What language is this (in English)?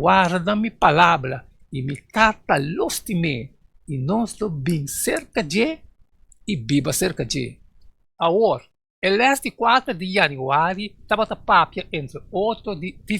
Papiamento